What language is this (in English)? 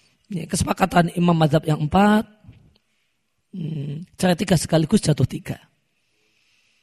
Indonesian